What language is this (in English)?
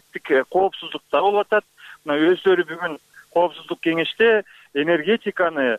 Kyrgyz